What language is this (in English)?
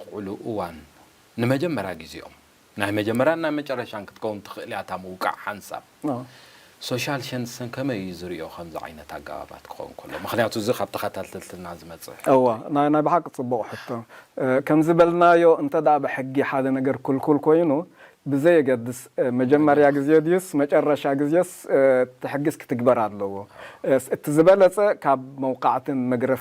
Tigrinya